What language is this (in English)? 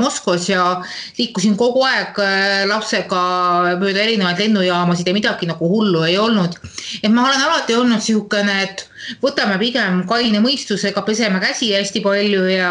Estonian